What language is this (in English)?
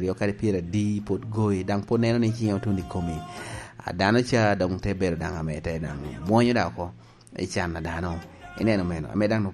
Lango (Uganda)